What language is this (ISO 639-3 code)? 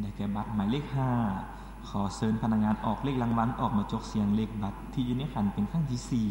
lao